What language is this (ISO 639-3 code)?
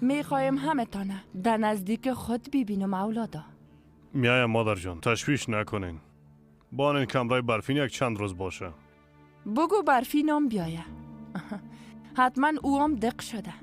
fas